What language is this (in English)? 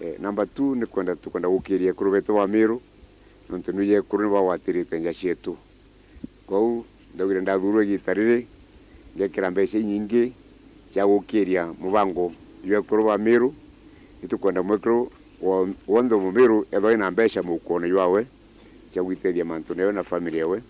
Meru